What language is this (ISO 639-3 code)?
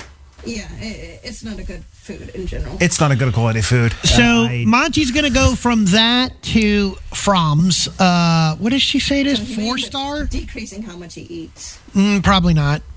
eng